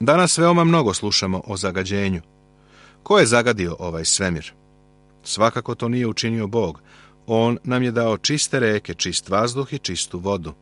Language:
Serbian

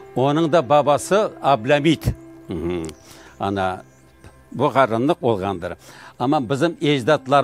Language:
Crimean Tatar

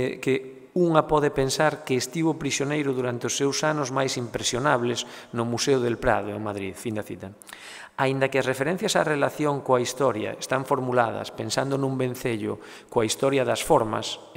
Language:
Galician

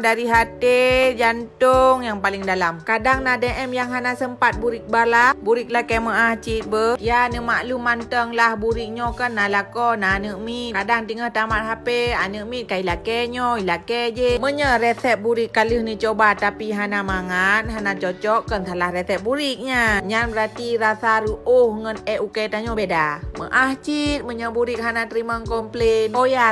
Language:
Achinese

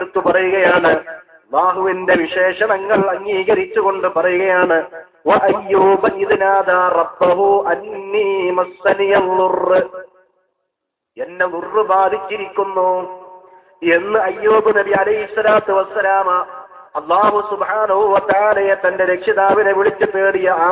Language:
Malayalam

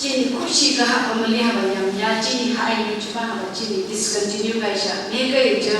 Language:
Phom Naga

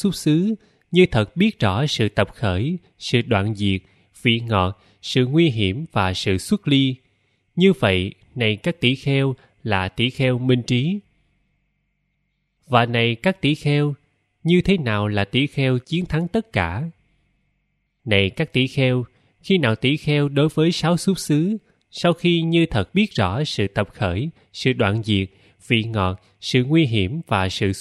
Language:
Vietnamese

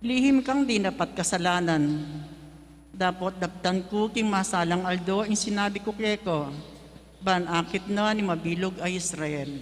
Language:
Pampanga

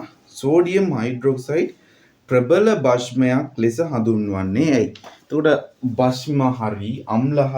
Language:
Sinhala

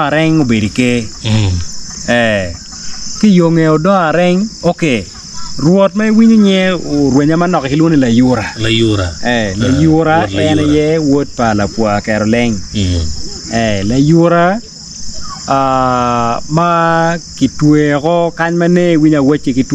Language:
Acoli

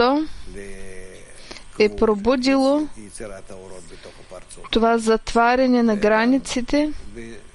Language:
Bulgarian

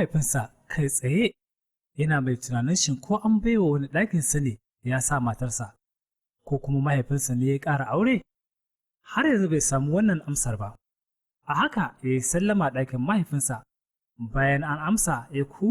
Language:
Hausa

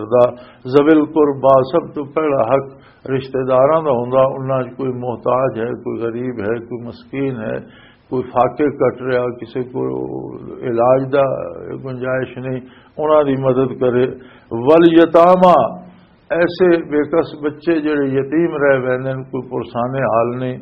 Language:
Western Panjabi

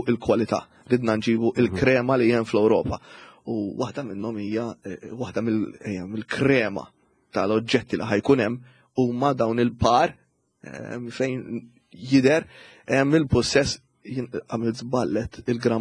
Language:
Maltese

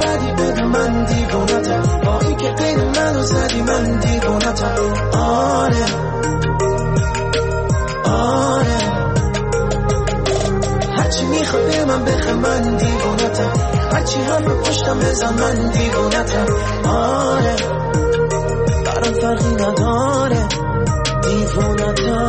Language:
Persian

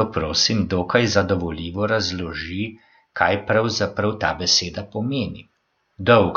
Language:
Slovenian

